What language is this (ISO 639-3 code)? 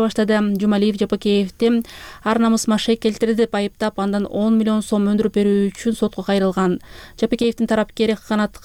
kir